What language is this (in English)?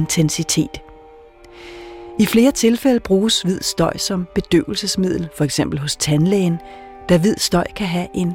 Danish